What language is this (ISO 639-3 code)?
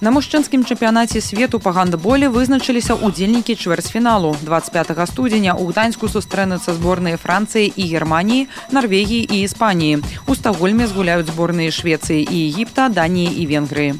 bel